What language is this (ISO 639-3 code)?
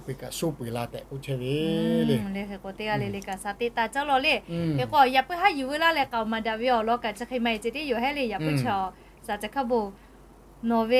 lhu